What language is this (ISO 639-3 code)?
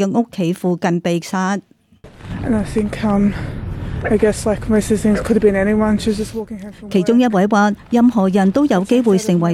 yue